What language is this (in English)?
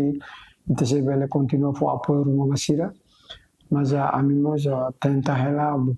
Tetum